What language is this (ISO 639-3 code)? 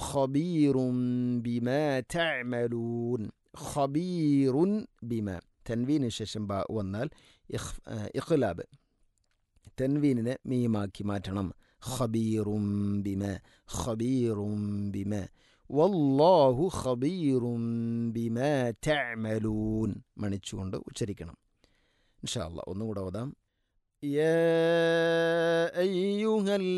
mal